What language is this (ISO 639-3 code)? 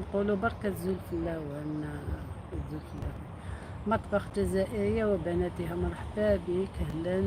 arq